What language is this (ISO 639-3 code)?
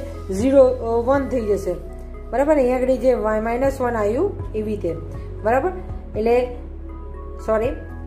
guj